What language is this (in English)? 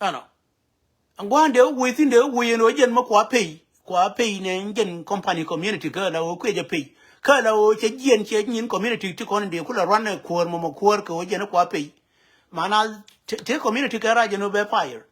Nuer